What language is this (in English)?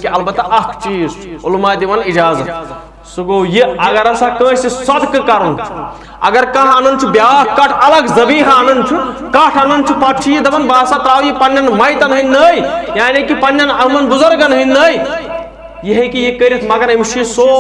Kashmiri